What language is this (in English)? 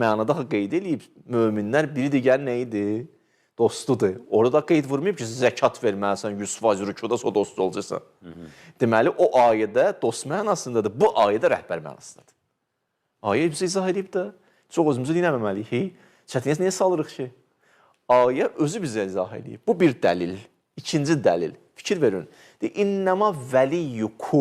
Azerbaijani